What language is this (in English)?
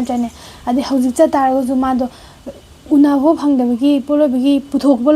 Manipuri